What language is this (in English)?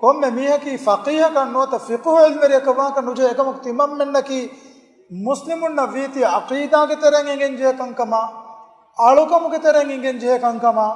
Divehi